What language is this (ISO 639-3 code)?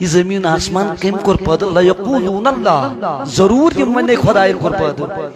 kas